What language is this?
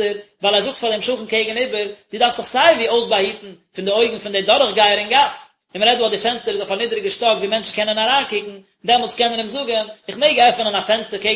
Yiddish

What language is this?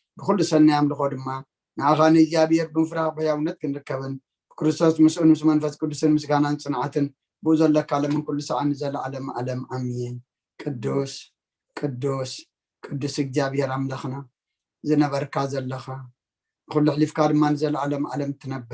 Tigrinya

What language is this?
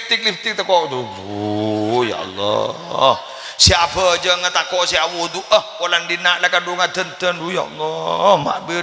Madurese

